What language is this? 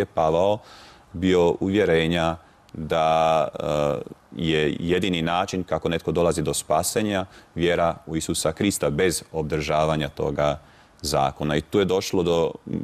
Croatian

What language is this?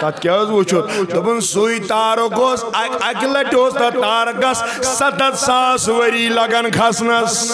Kashmiri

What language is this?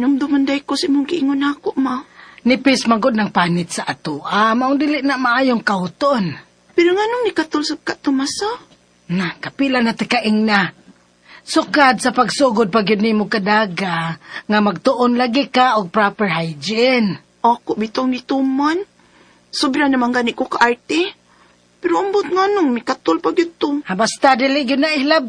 Cebuano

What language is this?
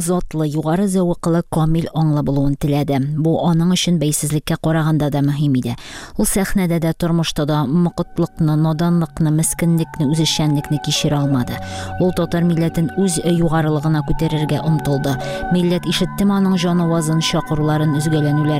Tatar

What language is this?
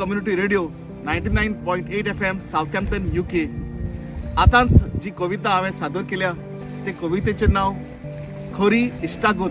Konkani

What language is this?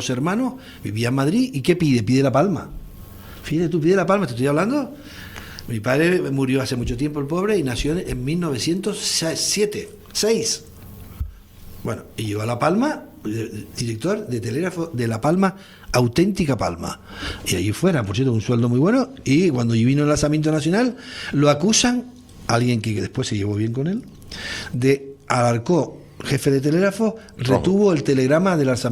Spanish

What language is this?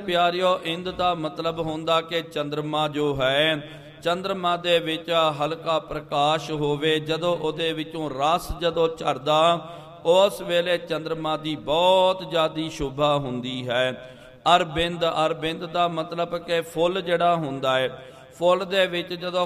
Punjabi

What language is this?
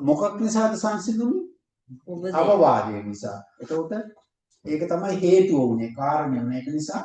Sinhala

